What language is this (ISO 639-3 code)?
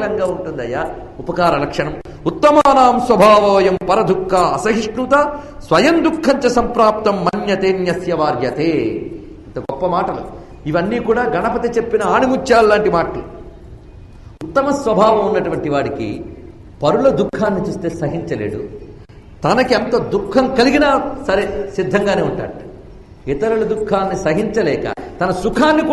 tel